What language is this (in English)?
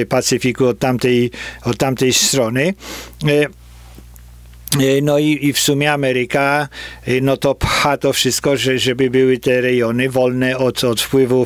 Polish